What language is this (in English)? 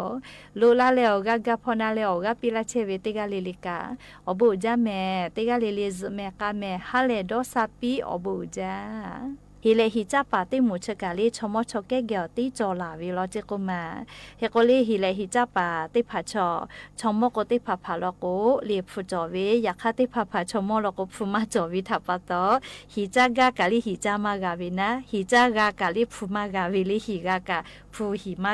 Lahu